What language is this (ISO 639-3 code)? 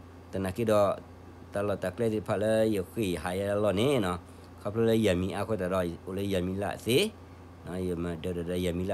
ksw